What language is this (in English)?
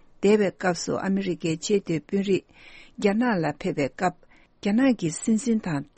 Latvian